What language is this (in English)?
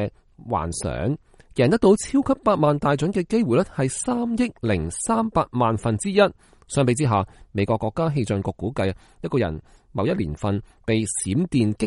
Cantonese